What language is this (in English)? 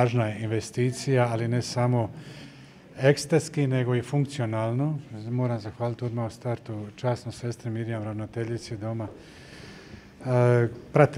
Croatian